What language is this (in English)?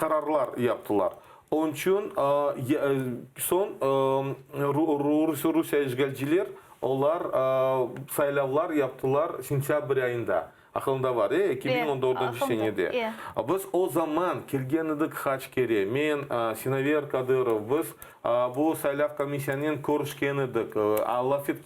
Crimean Tatar